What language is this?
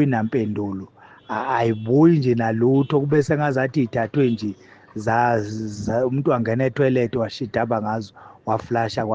Zulu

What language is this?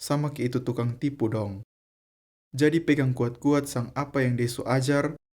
Kupang Malay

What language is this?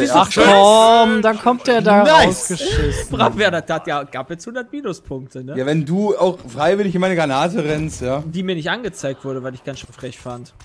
German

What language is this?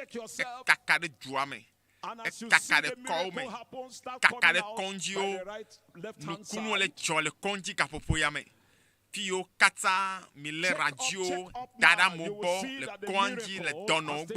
Ewe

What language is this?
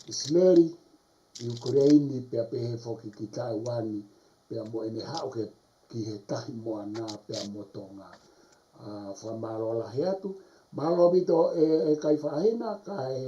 Tongan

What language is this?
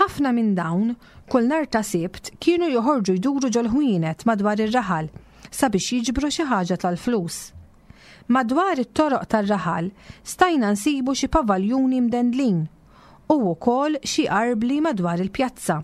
Maltese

